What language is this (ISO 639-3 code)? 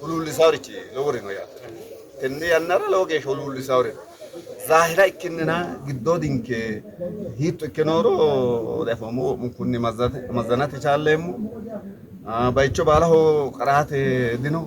sid